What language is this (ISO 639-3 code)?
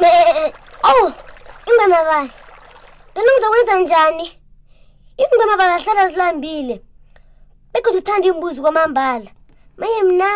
nbl